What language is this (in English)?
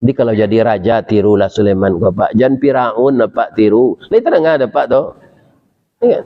Minangkabau